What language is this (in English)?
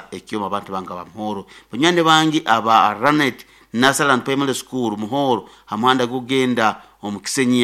Nyoro